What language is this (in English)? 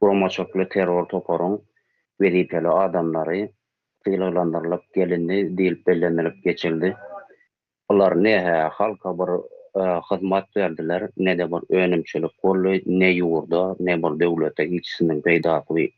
Turkmen